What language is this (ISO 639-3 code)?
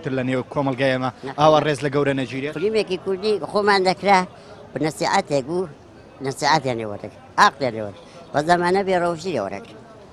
ckb